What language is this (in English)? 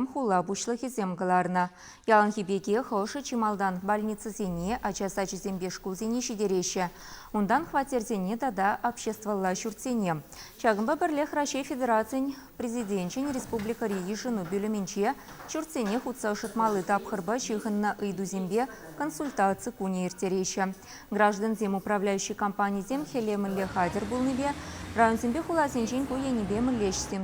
Chuvash